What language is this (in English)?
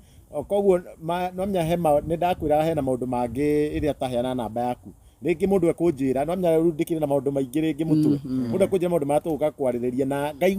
Kikuyu